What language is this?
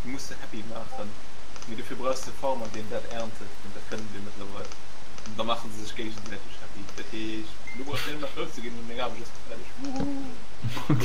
Luxembourgish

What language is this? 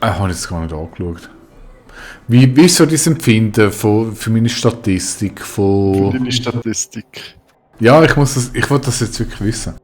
Swiss German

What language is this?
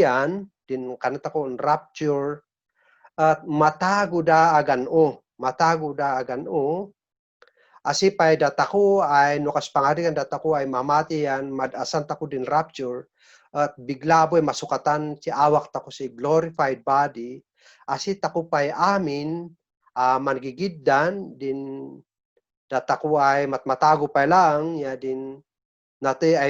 Kankanaey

